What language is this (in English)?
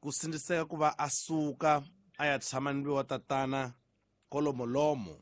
Tsonga